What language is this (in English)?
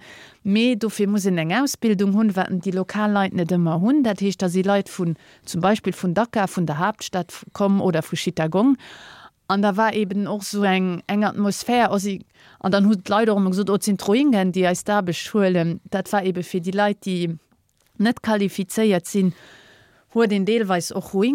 Luxembourgish